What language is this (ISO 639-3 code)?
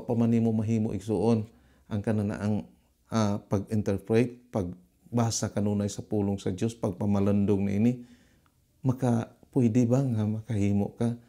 ceb